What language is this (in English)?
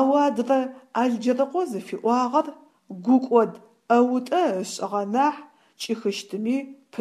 Adyghe